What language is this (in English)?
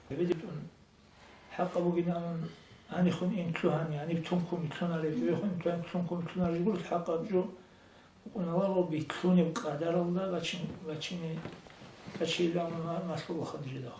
Avaric